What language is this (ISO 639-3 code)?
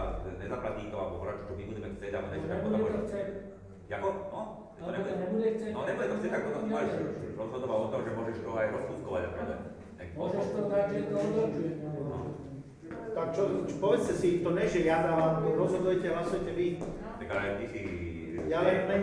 slk